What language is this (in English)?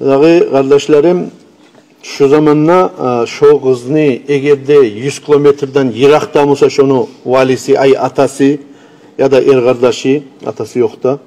Kumyk